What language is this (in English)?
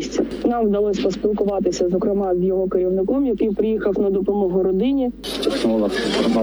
Ukrainian